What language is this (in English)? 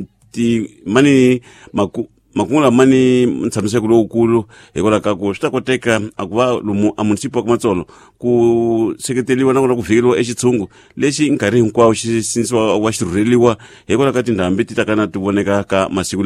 Tsonga